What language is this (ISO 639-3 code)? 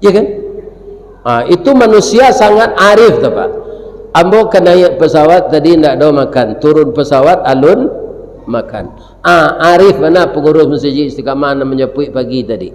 min